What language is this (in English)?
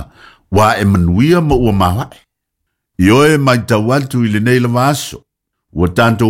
Samoan